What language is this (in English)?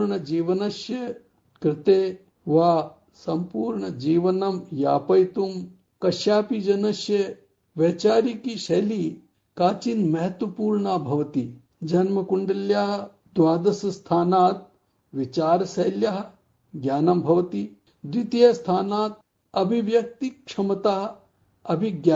Sanskrit